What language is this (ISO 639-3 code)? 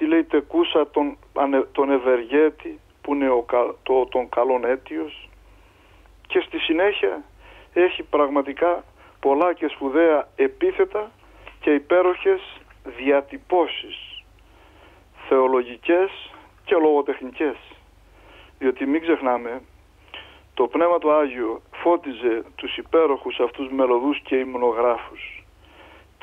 ell